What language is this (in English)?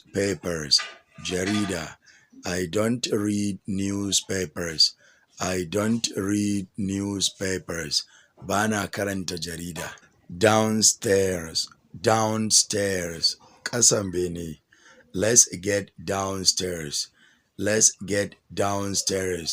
Hausa